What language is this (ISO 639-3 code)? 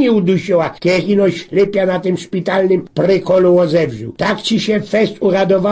szl